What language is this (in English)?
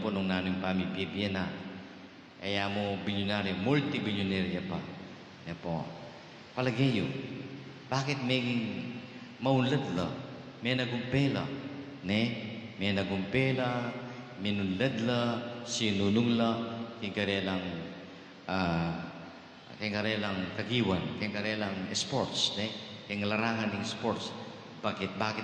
Pampanga